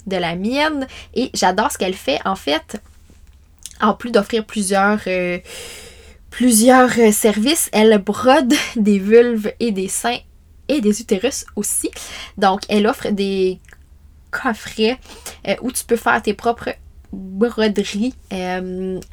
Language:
French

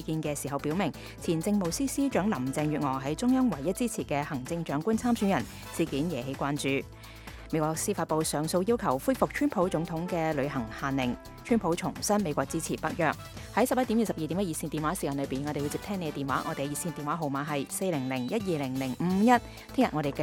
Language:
Cantonese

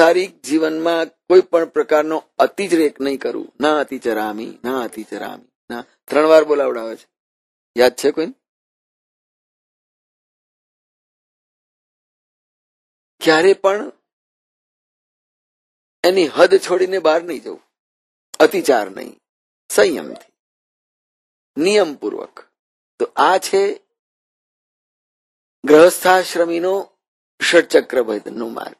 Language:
Gujarati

